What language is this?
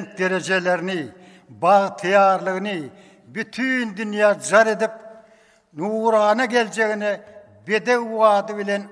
Turkmen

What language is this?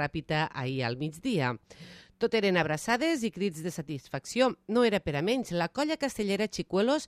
Catalan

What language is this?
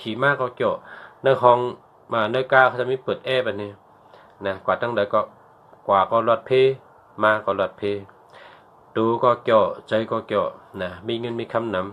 Shan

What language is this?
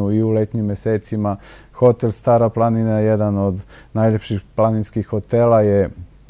Serbian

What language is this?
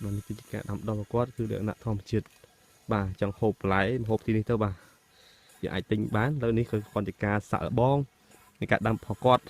Khmer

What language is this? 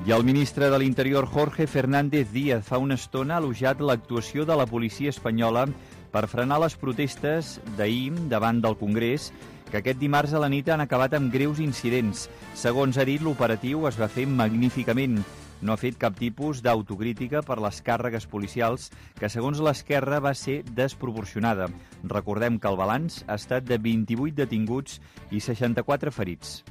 Catalan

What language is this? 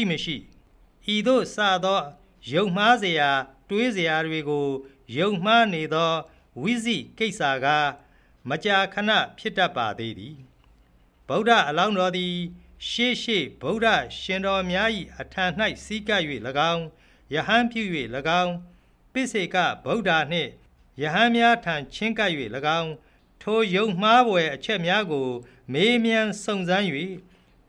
Burmese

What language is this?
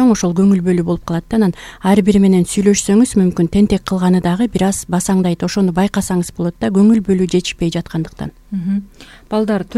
Kyrgyz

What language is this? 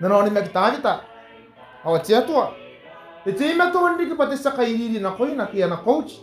Gilbertese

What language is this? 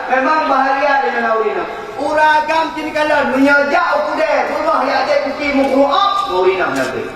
Achinese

